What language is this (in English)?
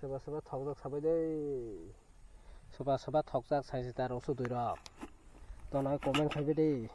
Kok Borok